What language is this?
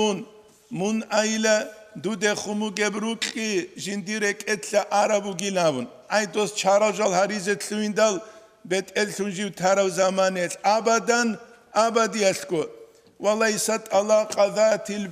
Avaric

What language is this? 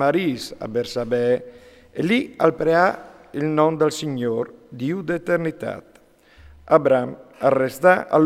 Friulian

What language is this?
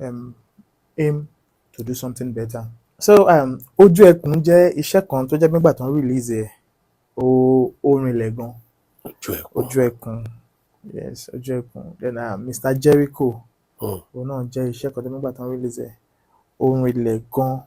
Yoruba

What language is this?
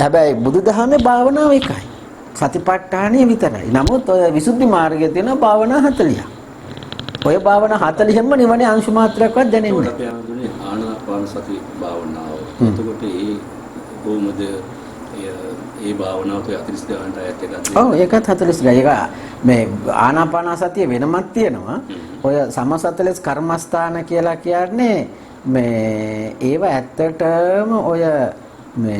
Sinhala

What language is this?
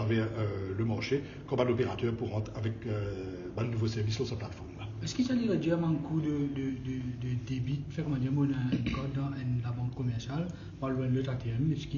Morisyen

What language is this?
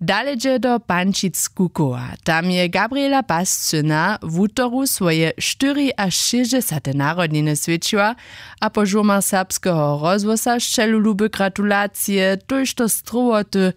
Upper Sorbian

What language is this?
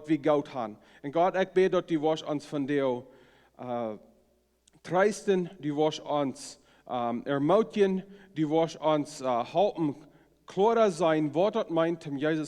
Plautdietsch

